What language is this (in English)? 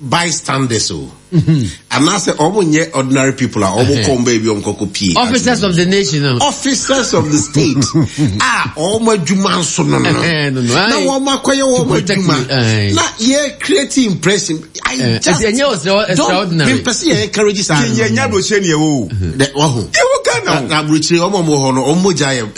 Akan